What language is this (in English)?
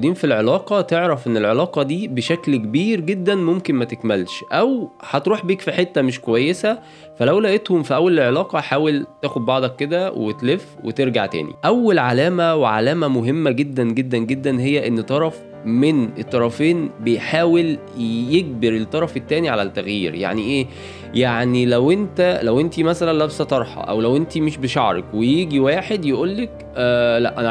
Egyptian Arabic